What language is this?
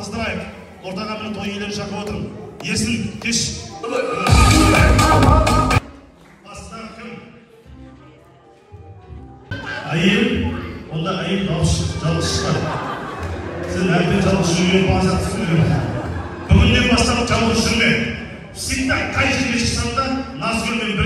Kazakh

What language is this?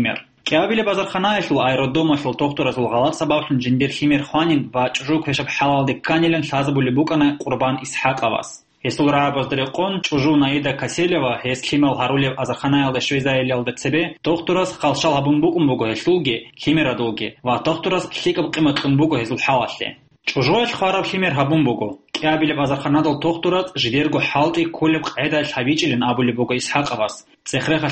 Avaric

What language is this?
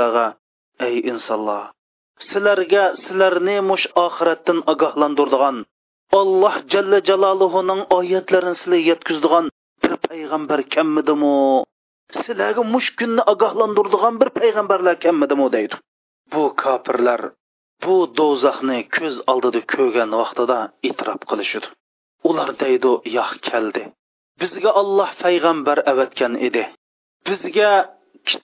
Uyghur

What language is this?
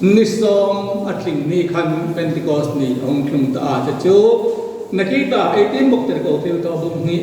Hmar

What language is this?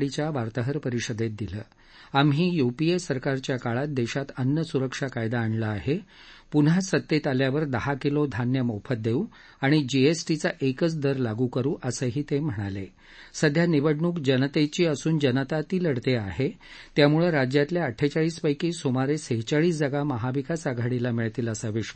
Marathi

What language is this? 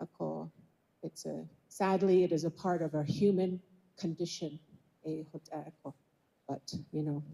Navajo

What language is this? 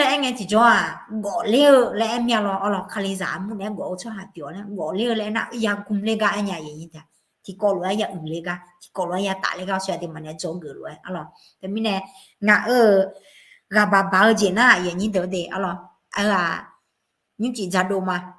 Akha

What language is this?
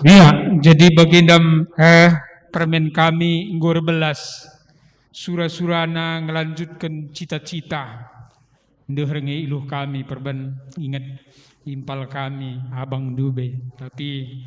Batak Karo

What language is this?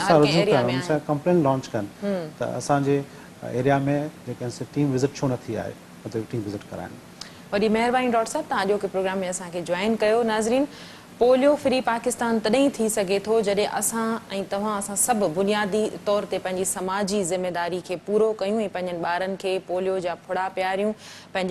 Sindhi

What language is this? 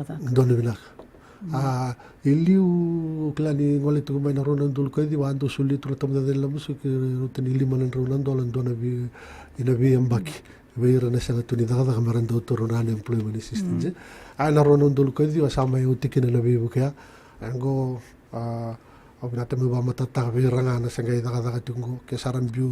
Fijian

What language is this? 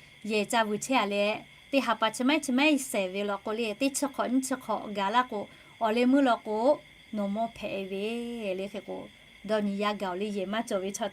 Lahu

